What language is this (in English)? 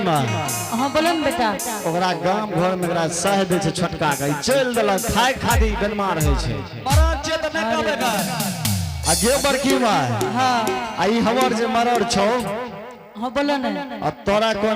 Angika